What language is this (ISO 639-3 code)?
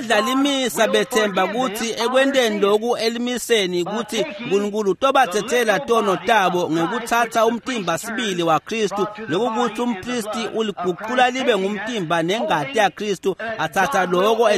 ssw